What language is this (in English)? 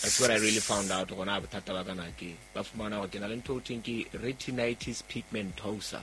Southern Sotho